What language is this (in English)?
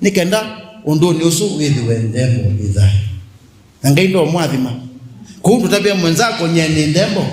Kamba